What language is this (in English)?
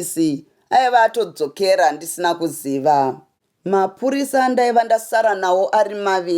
Shona